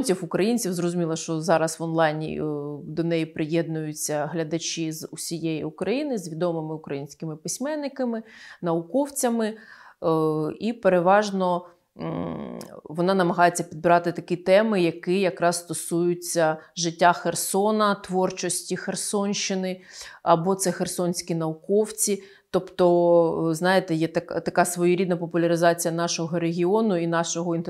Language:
Ukrainian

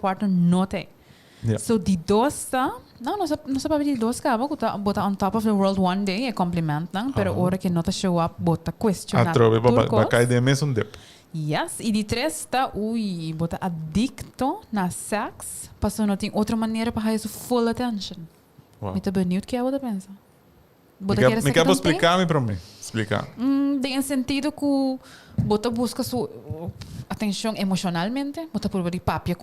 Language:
Papiamento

